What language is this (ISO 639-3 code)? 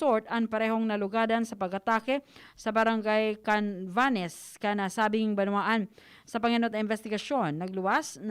bik